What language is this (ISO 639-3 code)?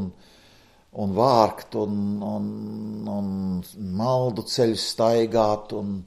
lav